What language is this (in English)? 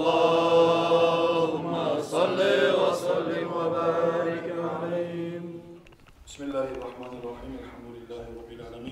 Kumyk